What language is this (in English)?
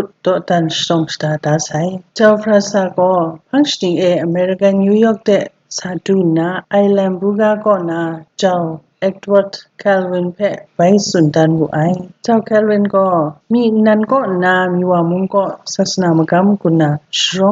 Kachin